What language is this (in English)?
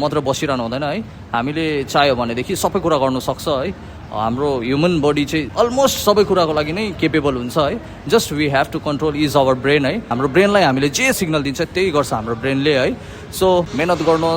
Nepali